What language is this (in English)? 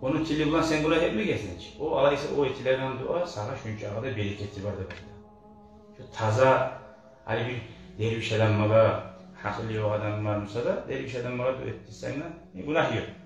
Kumyk